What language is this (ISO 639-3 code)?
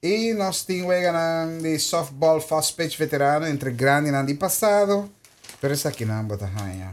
pap